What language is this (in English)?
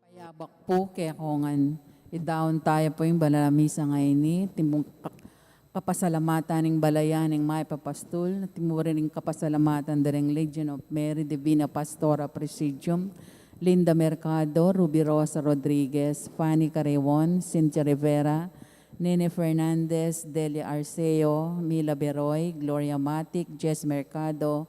Pampanga